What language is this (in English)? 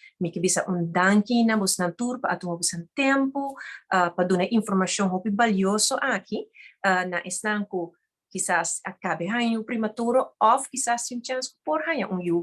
Papiamento